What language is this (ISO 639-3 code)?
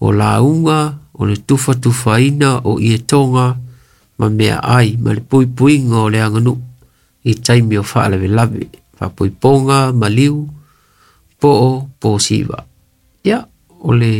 smo